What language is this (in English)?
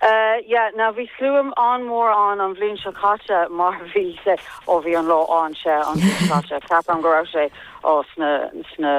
Irish